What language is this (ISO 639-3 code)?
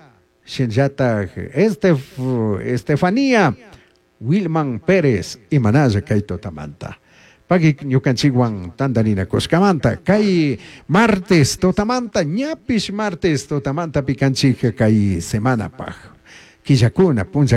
qug